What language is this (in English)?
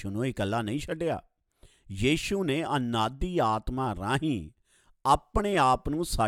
Punjabi